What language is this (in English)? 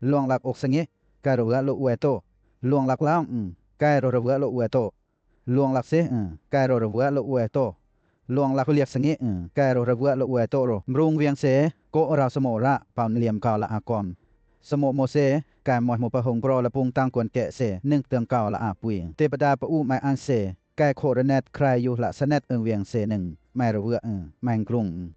Western Lawa